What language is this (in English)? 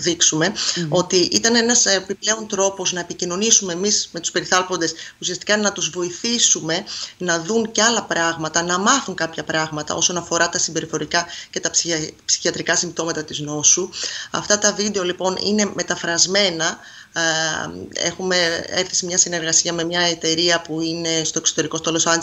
Greek